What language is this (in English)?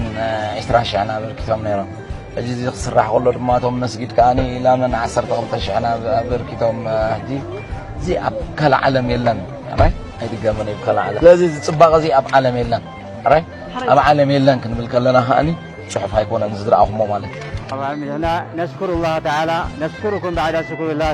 Tigrinya